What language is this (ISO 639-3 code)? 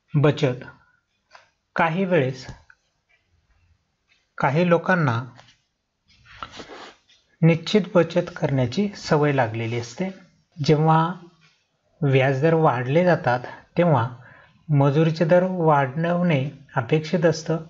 mar